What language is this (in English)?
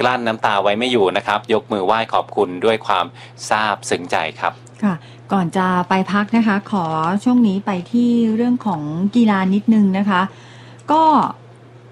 Thai